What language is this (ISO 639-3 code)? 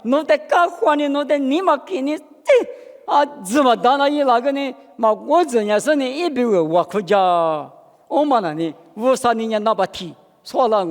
lis